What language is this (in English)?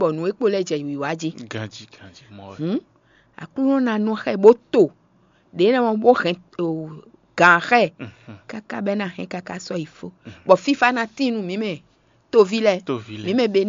Fon